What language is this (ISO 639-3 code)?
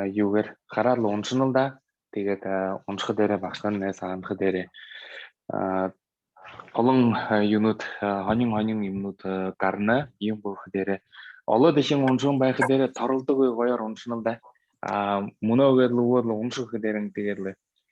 bua